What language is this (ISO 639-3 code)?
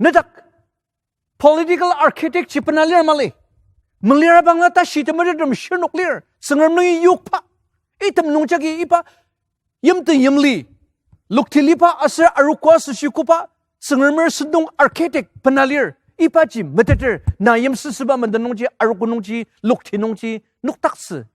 njo